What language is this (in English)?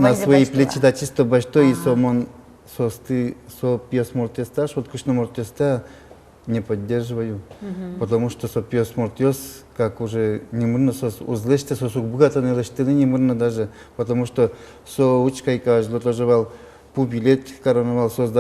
Udmurt